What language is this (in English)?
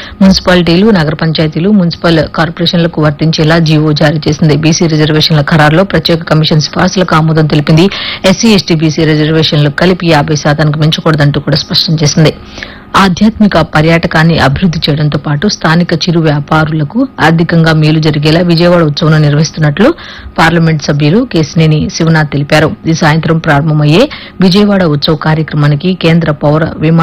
Telugu